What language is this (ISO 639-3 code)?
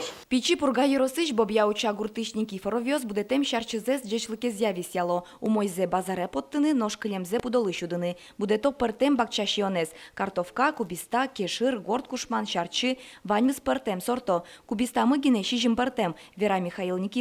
udm